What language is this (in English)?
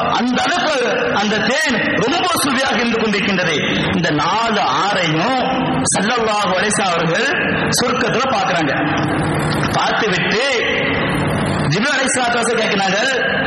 Tamil